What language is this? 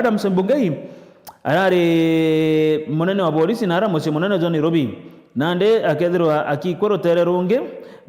Meru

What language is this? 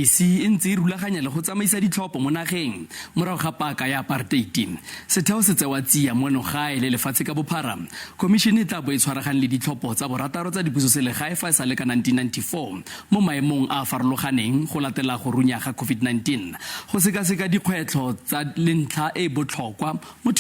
Tswana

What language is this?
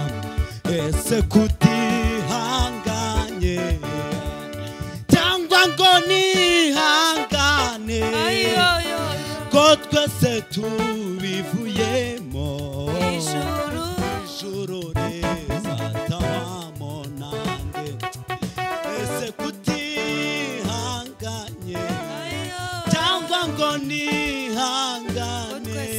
Kinyarwanda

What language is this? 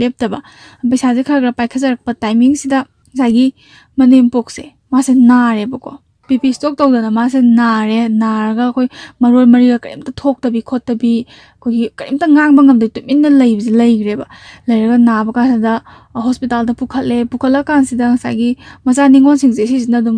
Manipuri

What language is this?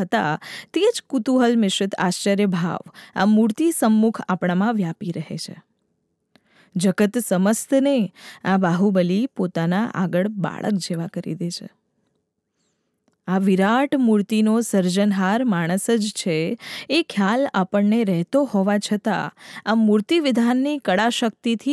Gujarati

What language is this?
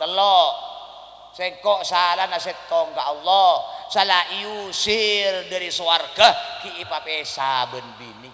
Madurese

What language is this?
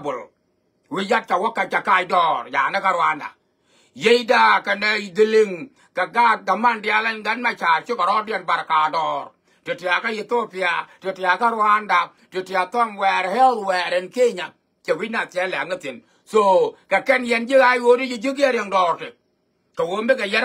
Nuer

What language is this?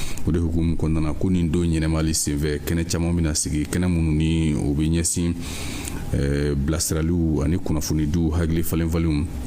Bambara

